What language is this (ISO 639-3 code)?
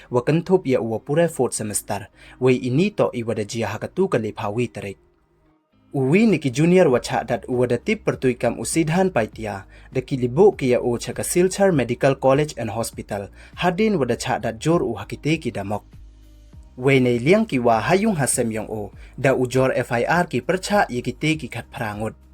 pbv